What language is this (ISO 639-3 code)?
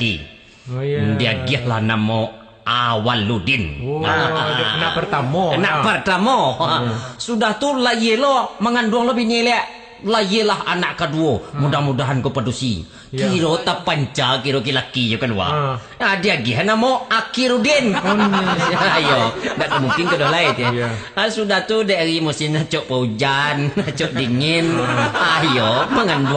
min